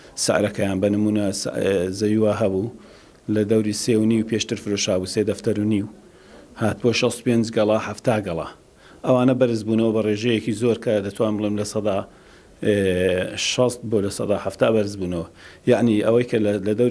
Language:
Central Kurdish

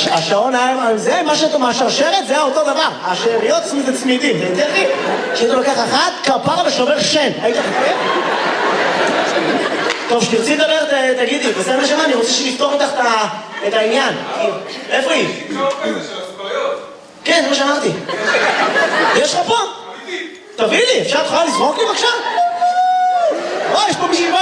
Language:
Hebrew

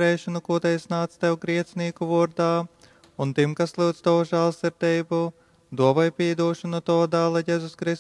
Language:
Latgalian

